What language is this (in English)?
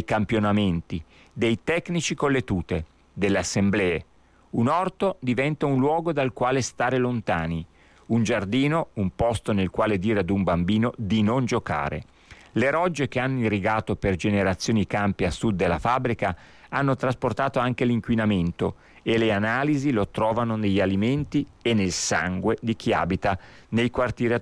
Italian